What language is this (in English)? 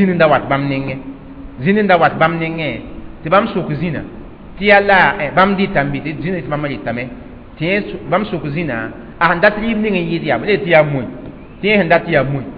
Mossi